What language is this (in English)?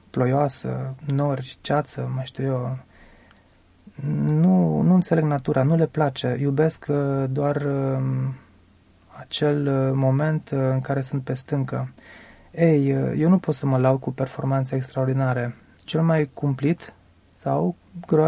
Romanian